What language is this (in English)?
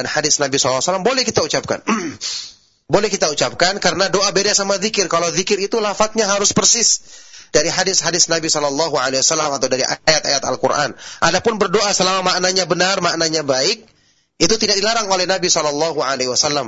Indonesian